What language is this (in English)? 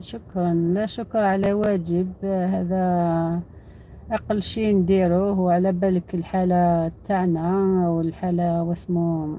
Algerian Arabic